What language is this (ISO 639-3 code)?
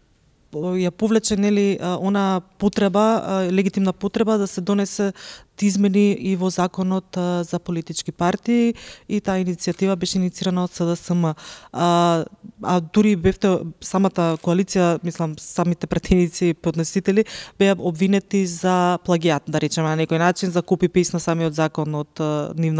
mkd